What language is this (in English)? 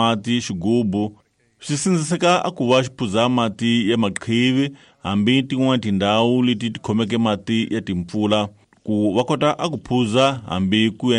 Tsonga